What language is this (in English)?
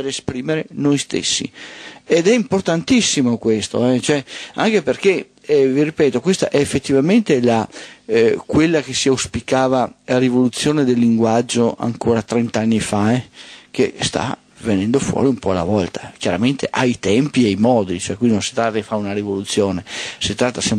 Italian